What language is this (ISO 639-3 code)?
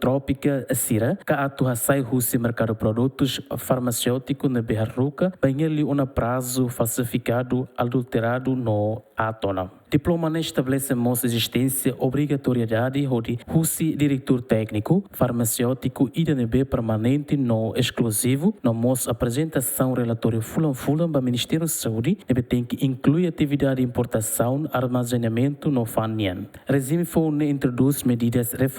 tet